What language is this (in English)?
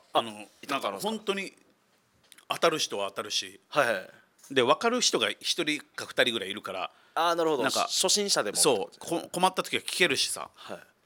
Japanese